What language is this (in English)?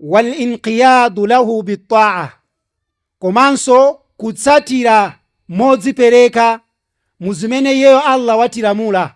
Nyanja